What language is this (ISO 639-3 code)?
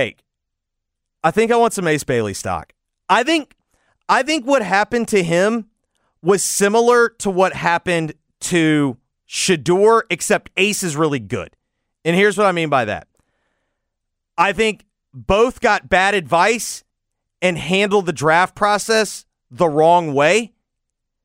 eng